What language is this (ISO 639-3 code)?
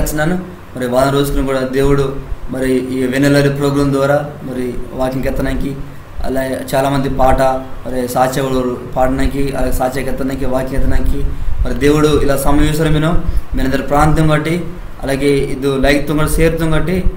kff